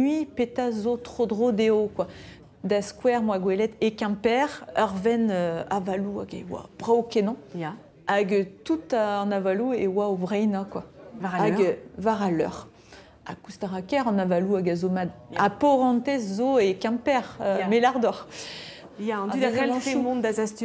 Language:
Breton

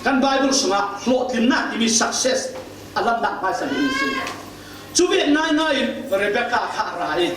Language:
Falam Chin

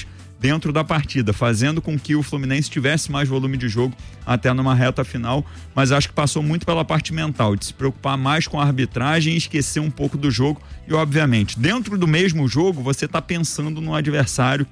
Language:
Portuguese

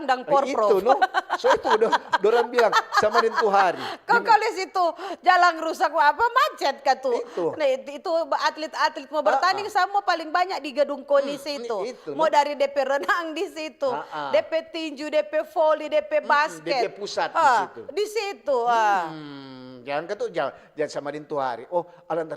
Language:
Manado Malay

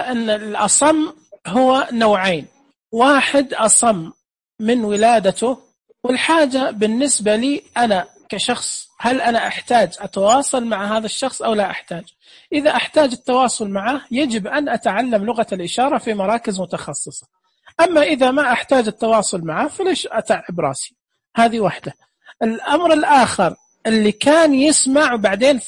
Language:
Najdi Arabic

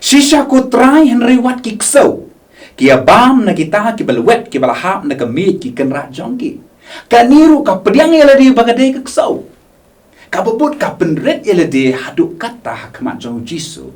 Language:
Khasi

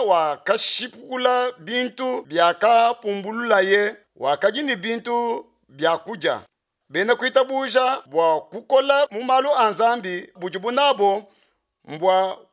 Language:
Luba-Lulua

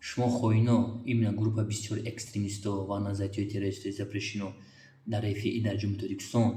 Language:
Tajik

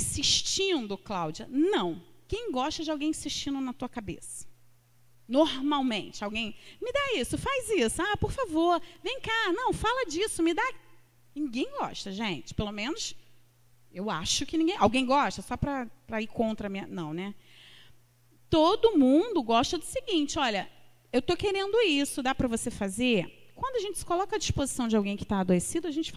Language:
Portuguese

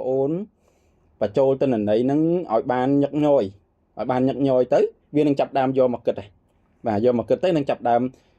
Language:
Khmer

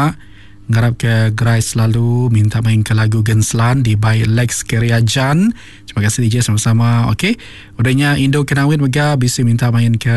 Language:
Iban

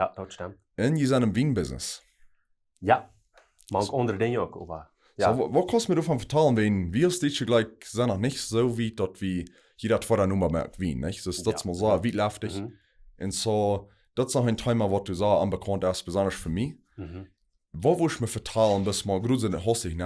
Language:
Plautdietsch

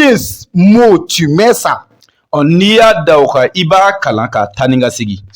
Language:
Bambara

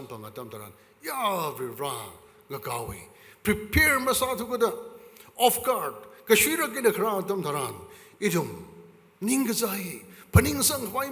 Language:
Tangkhul Naga (India)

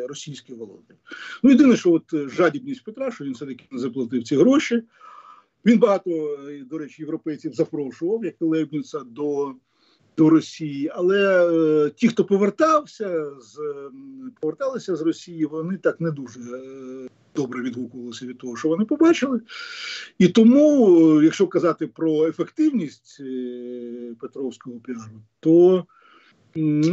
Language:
Ukrainian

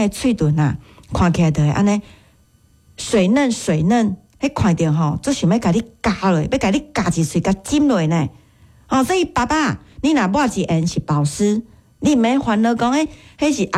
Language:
Min Nan Chinese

